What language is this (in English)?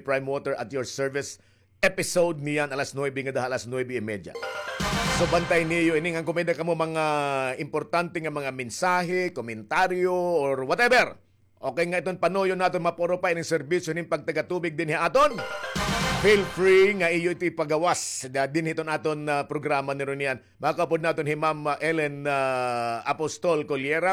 Waray